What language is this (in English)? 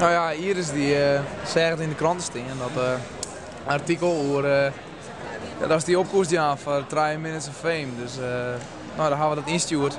Western Frisian